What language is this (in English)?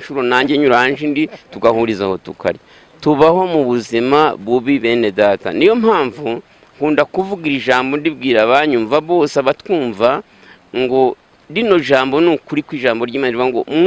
Kinyarwanda